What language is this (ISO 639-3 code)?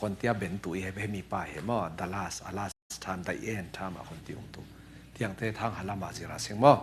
cfm